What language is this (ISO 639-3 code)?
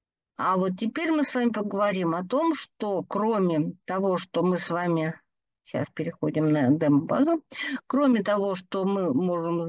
rus